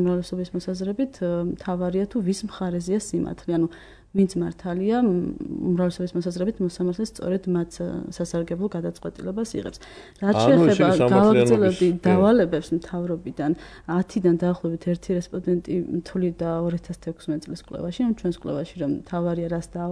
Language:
Georgian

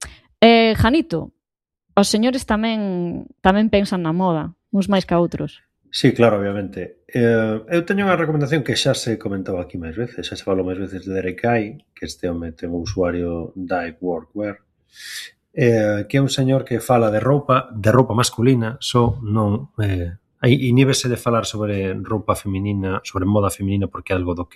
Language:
Galician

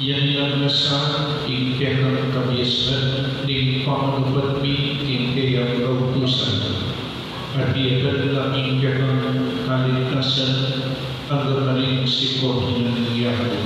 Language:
Pampanga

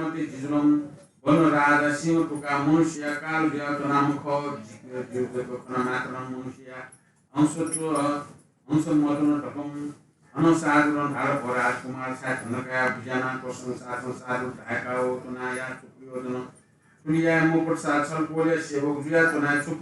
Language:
Newari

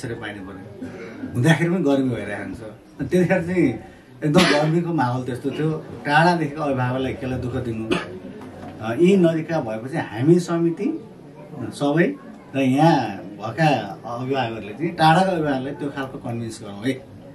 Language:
Nepali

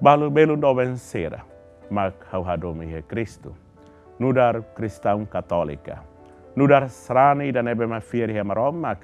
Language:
Tetum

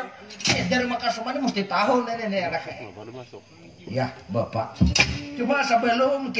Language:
Banjar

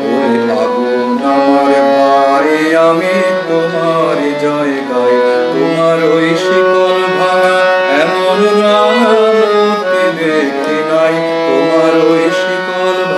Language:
Bangla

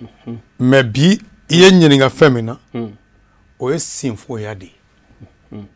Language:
Bambara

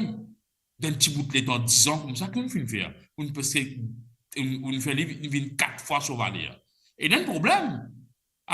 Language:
Morisyen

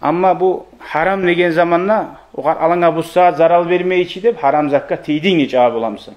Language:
Kumyk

